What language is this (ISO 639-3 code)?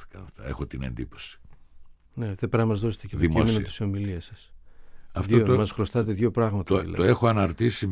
ell